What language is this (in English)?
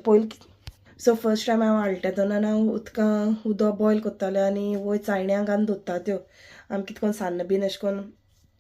Konkani